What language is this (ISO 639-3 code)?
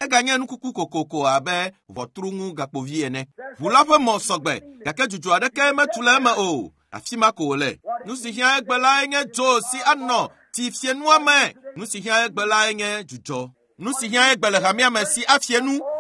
ewe